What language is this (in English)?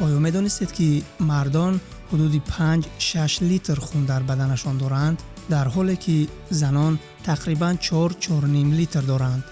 Tajik